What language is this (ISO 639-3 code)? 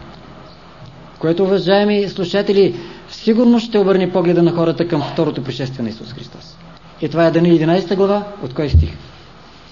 bul